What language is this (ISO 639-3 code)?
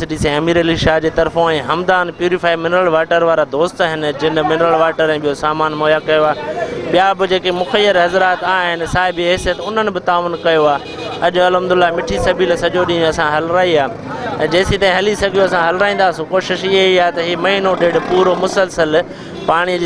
snd